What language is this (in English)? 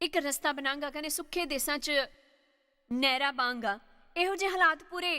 Dogri